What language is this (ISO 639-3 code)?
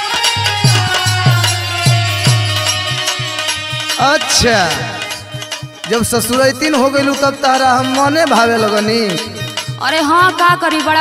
bho